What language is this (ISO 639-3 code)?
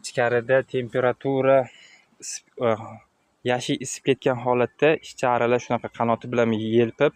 uzb